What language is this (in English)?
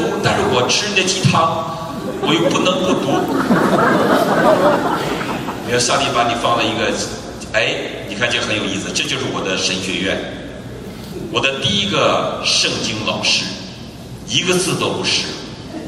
Chinese